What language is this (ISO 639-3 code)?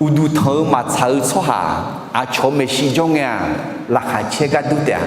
ahk